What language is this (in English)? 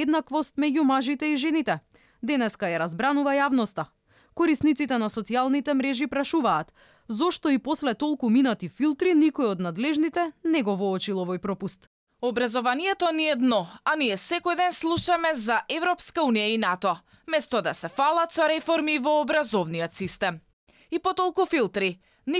Macedonian